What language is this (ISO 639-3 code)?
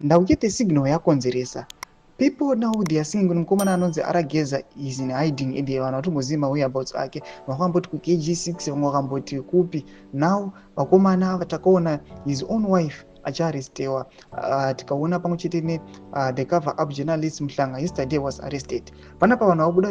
sna